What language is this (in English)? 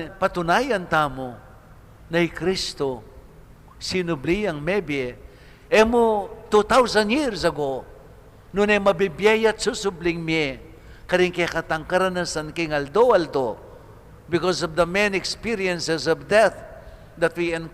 Pampanga